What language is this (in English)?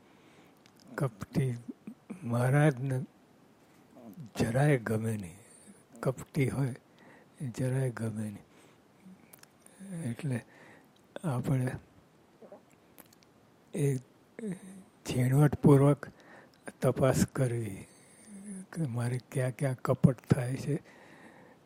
Gujarati